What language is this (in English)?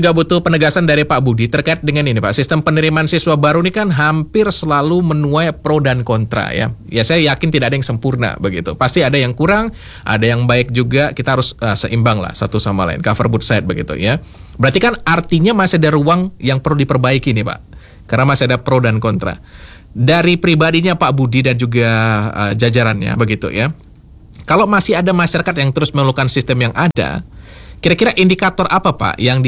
Indonesian